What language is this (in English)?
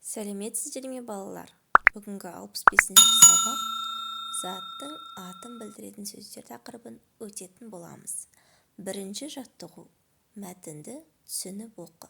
Kazakh